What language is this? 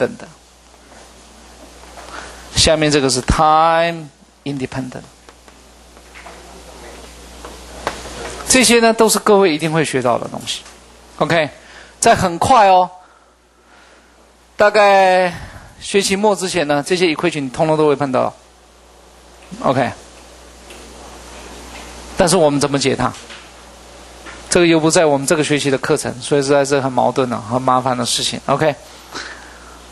Chinese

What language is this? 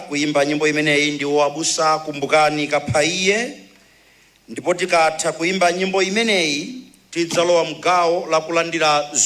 Nyanja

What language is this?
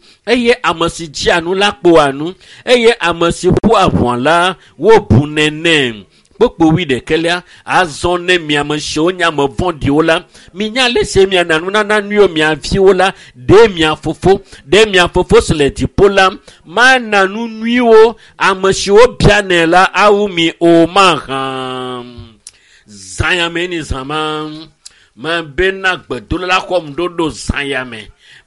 Ewe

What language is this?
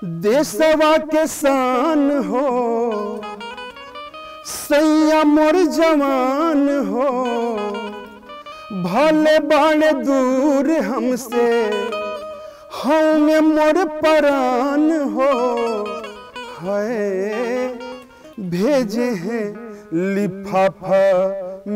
Bhojpuri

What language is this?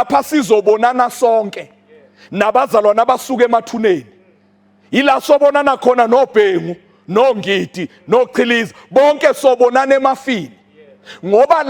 Zulu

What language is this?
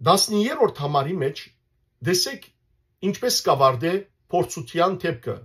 Western Armenian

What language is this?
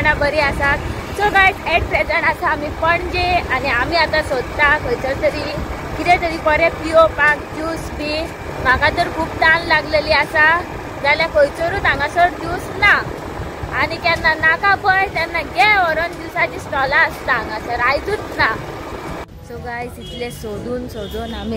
Konkani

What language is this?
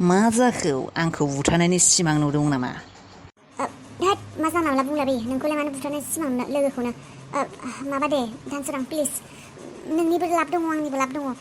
Bodo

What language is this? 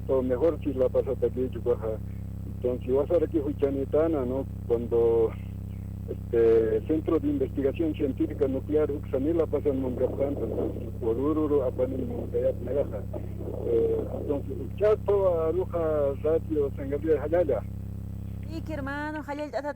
Aymara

